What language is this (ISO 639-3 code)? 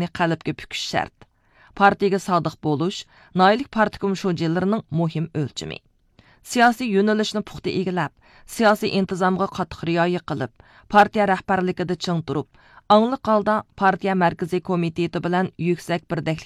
uig